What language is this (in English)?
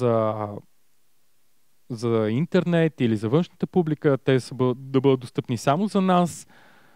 Bulgarian